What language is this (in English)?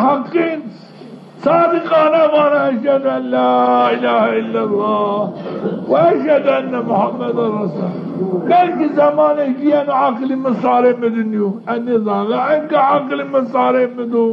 Zaza